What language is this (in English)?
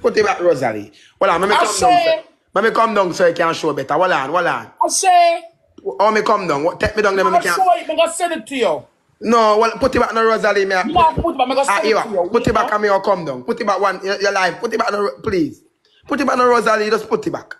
Jamaican Creole English